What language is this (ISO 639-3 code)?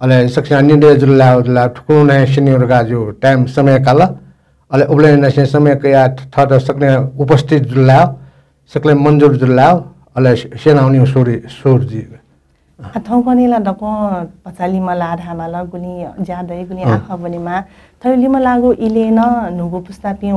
new